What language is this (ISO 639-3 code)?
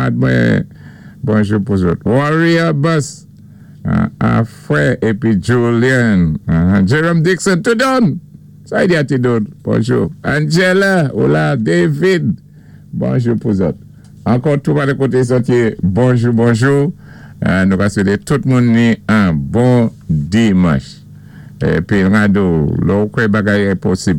acf